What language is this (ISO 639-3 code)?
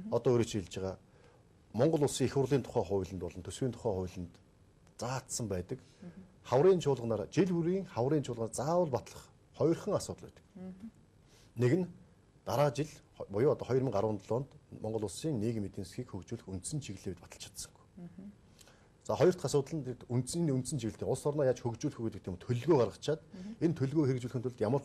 mon